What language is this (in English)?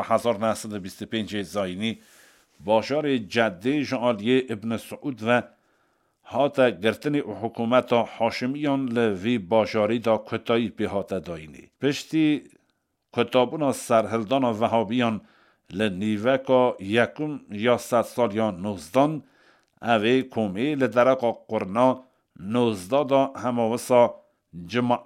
Kurdish